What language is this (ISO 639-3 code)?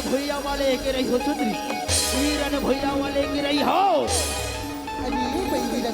hne